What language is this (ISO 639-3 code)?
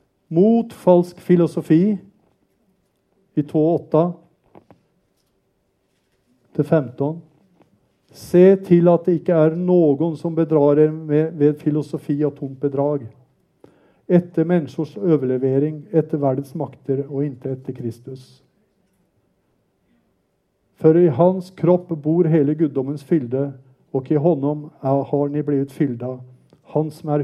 nor